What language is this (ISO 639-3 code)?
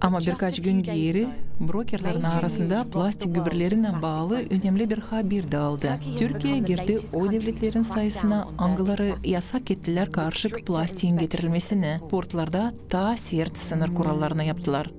gag